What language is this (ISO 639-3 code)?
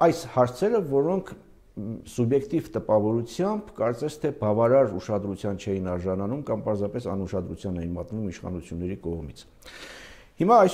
hye